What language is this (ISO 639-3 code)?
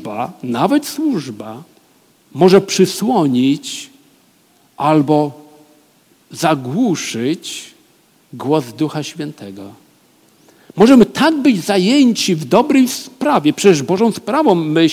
pol